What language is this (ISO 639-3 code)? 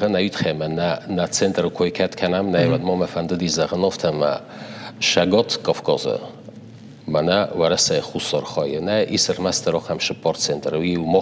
oss